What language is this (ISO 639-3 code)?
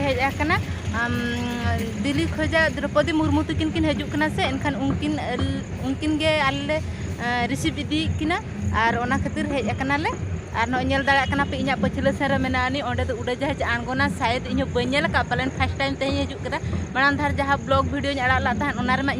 sat